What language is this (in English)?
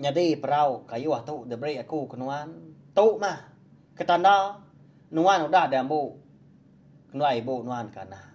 Iban